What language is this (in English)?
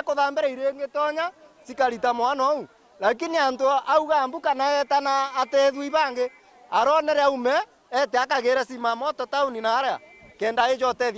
Meru